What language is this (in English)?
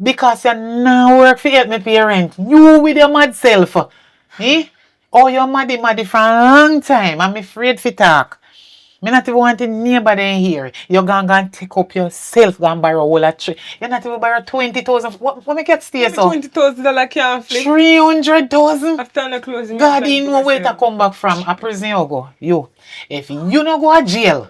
Jamaican Creole English